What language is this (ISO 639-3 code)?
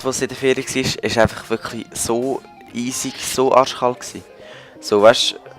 gsw